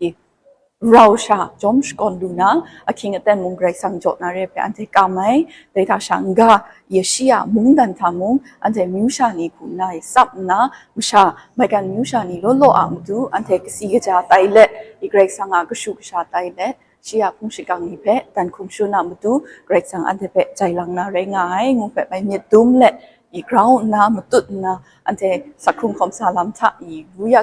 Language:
Kachin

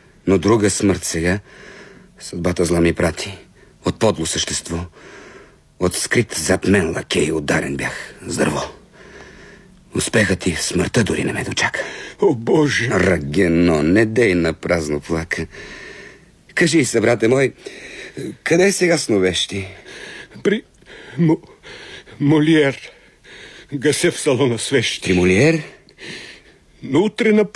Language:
Bulgarian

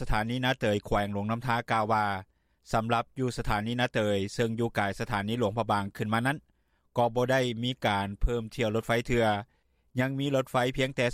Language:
Lao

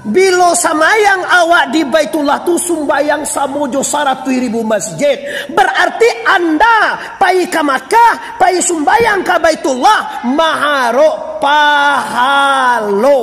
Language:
Minangkabau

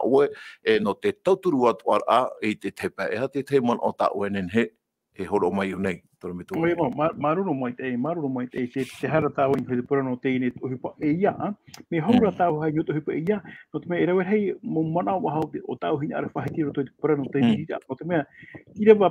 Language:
Tahitian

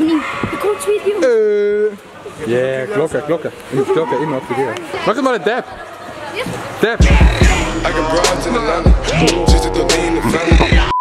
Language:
Swiss German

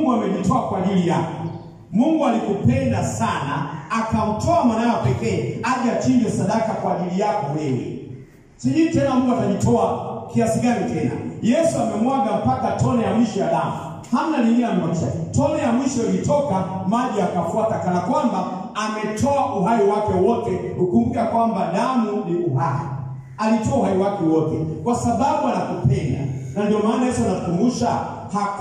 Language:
Swahili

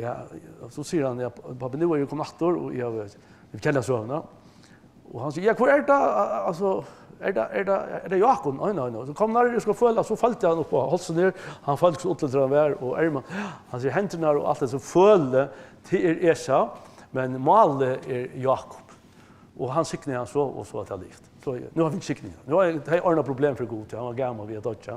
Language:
Faroese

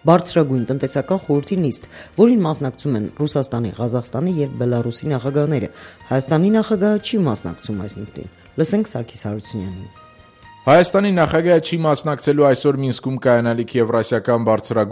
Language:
Armenian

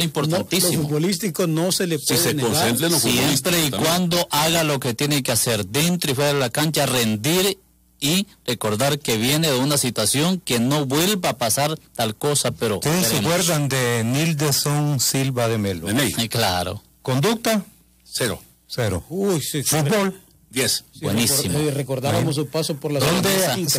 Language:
Spanish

